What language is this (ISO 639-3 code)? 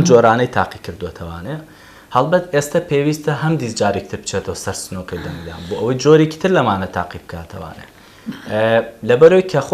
ckb